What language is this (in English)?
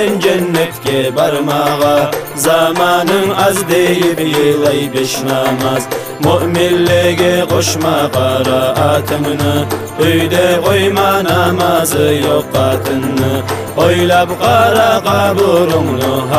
Kumyk